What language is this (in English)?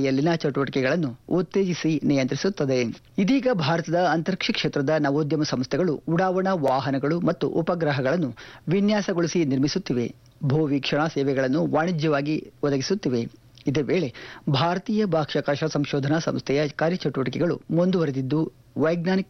Kannada